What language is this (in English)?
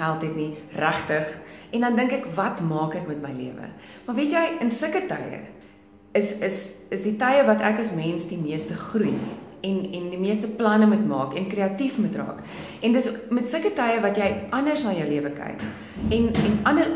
Afrikaans